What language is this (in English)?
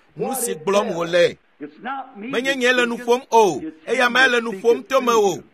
Ewe